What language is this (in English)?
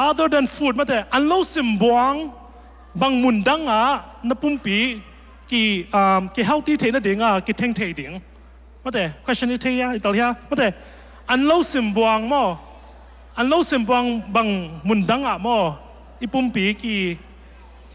Tedim Chin